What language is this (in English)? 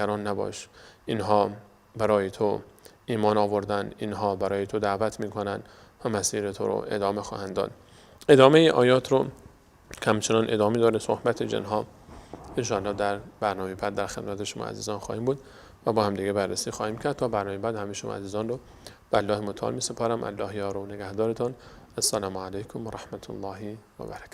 Persian